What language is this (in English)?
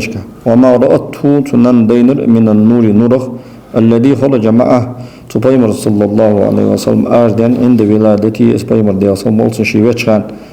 Ingush